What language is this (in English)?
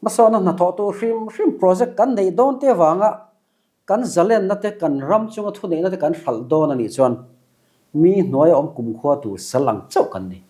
Mizo